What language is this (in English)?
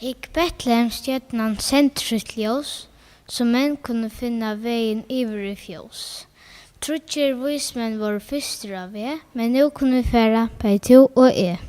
Faroese